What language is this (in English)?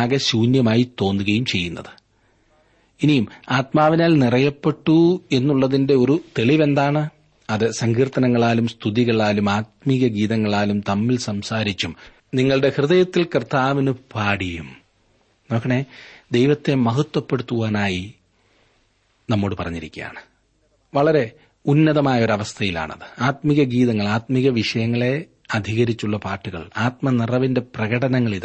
Malayalam